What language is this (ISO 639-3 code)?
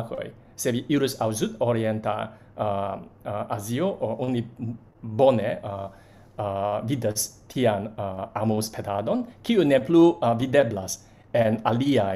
epo